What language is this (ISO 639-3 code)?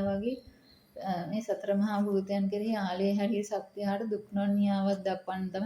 sin